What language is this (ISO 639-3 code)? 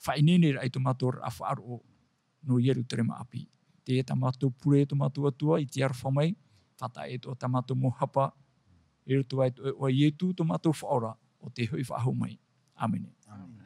tah